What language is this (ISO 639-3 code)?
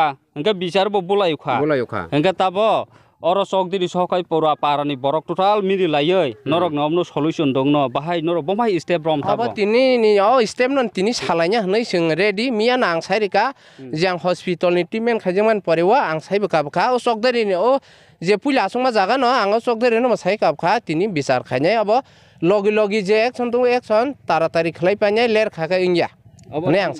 trp